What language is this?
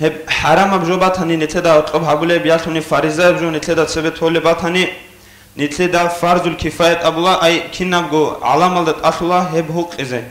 Avaric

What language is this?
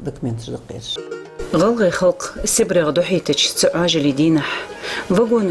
Ingush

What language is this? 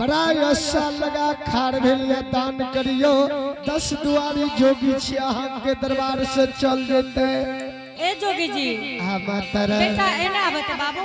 Angika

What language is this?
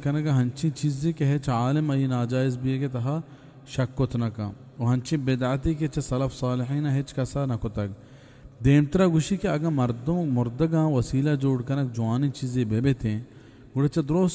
Baluchi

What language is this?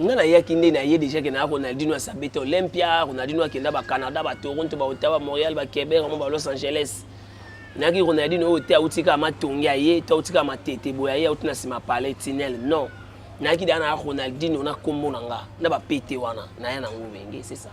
Lingala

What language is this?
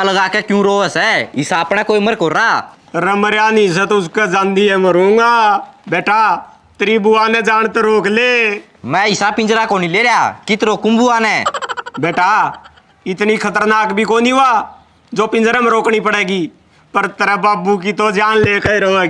Haryanvi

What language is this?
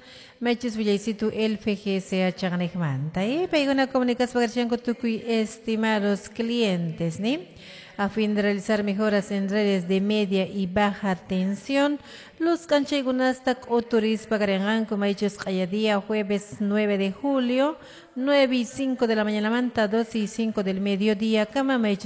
Quechua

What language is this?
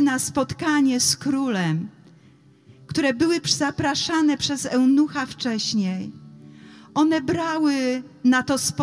Polish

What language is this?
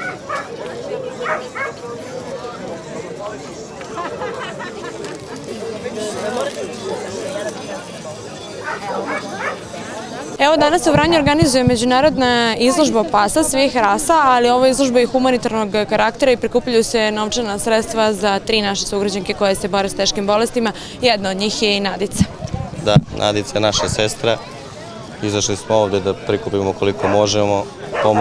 Serbian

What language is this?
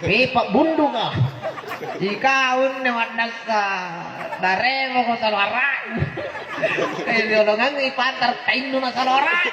Makasar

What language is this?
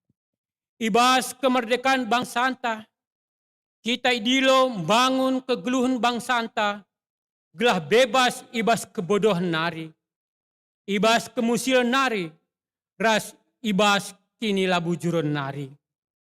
Batak Karo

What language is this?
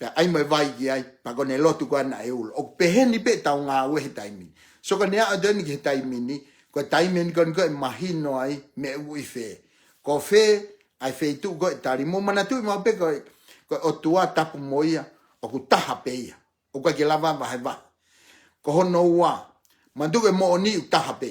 Tongan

